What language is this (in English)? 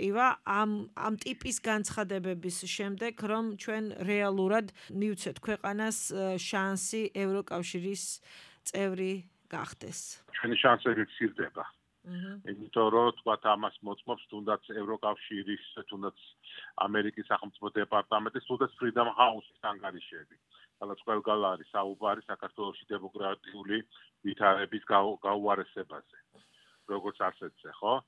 Georgian